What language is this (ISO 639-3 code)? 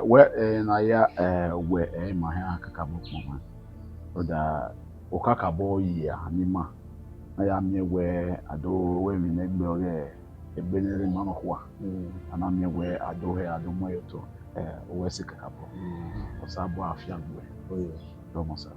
bin